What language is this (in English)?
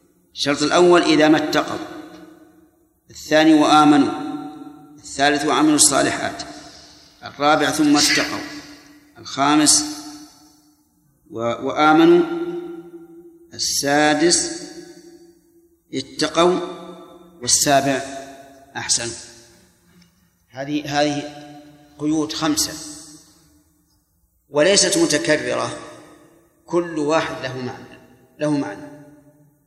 Arabic